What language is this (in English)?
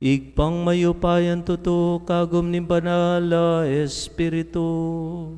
Pampanga